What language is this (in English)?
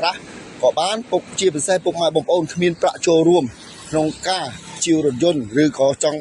Khmer